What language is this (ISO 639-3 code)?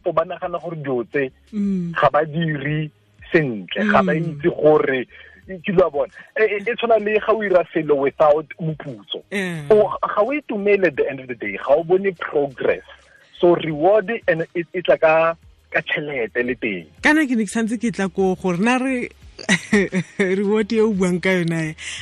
tsn